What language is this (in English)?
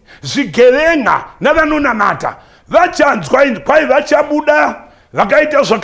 Shona